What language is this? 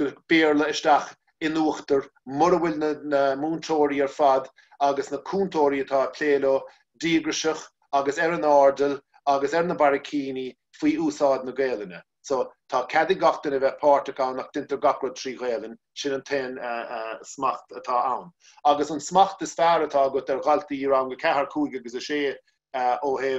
Irish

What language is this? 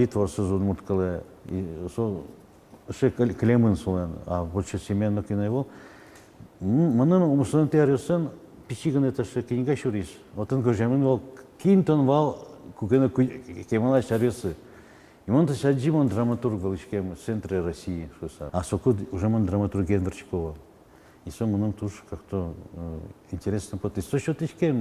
Udmurt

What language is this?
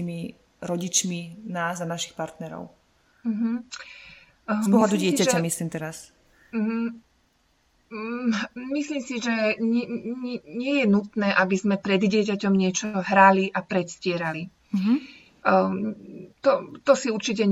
Slovak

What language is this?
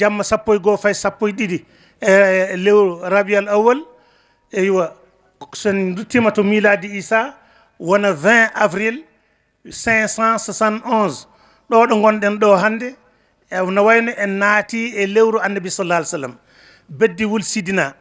Fula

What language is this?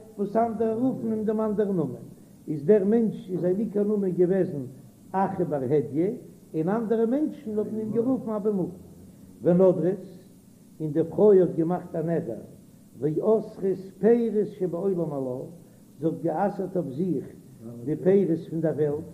Yiddish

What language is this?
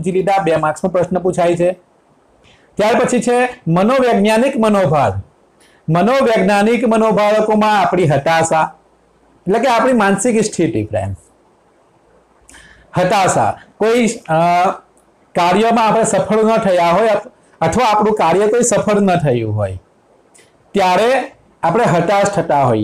Gujarati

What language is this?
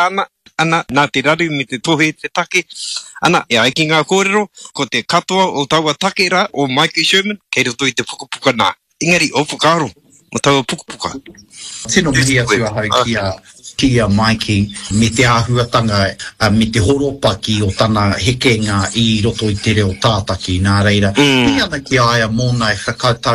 Māori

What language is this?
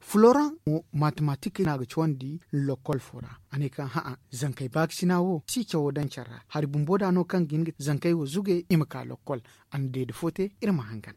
Zarma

